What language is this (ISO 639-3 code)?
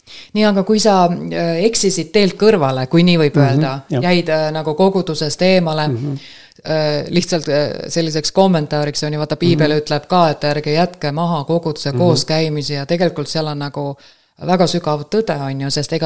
est